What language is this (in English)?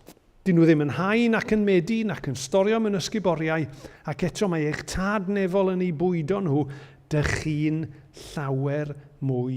Welsh